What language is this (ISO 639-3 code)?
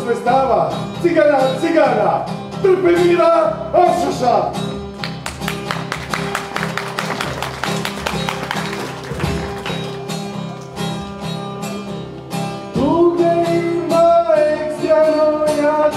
hrv